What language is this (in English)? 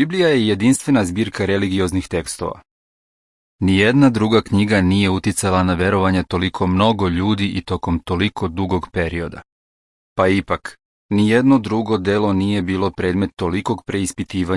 Serbian